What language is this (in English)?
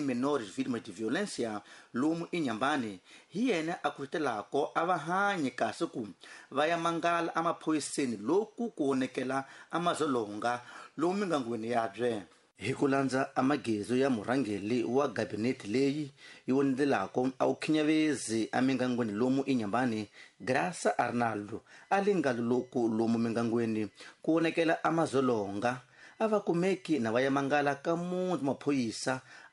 Tsonga